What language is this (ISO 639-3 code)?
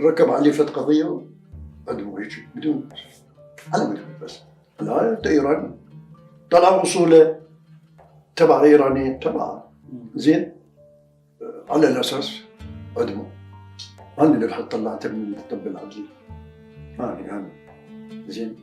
acm